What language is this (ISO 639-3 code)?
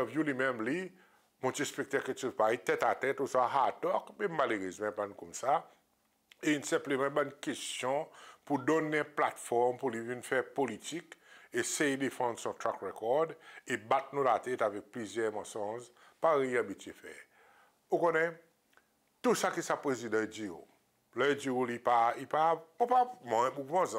crs